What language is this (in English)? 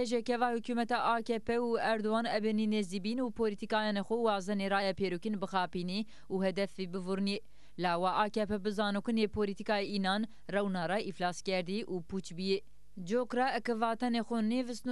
Zaza